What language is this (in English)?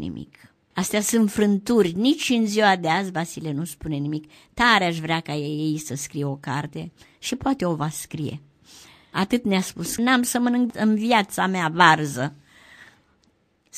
Romanian